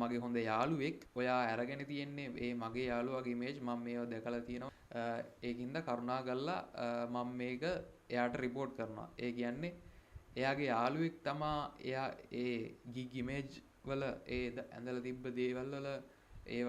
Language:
Sinhala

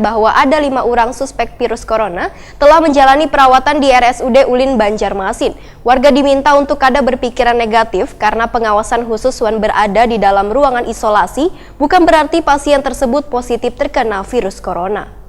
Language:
Banjar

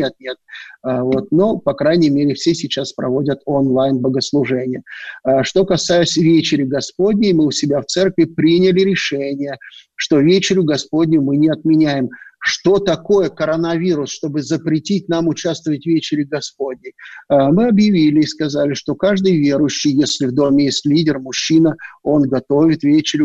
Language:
Russian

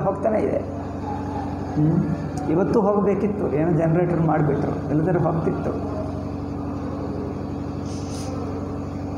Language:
Kannada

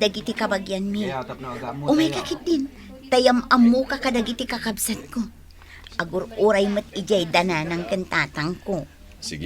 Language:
Iloko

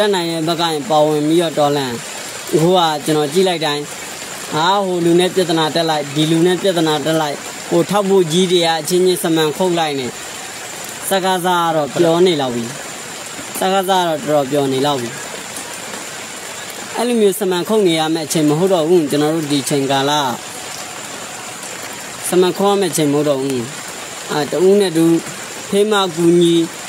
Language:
Burmese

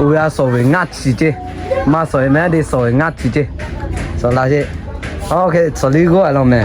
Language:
Lahu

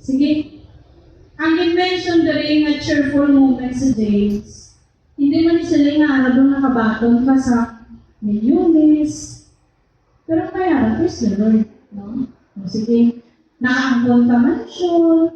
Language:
Hiligaynon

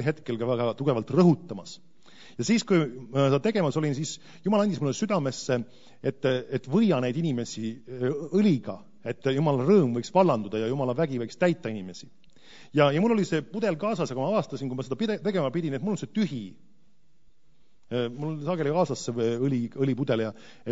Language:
Estonian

